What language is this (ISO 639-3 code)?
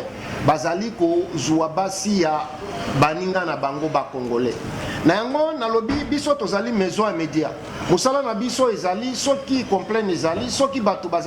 lin